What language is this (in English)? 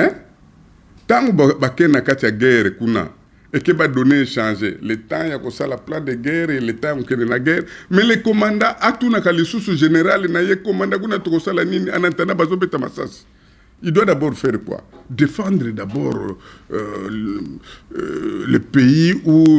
Lingala